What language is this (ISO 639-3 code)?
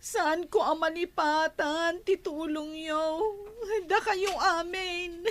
ilo